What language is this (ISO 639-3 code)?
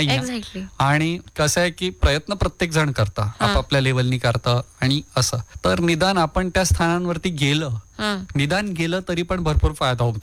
mar